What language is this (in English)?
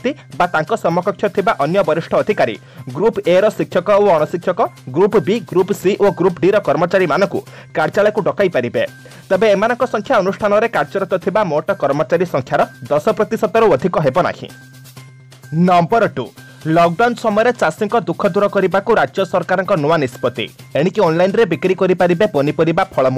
Odia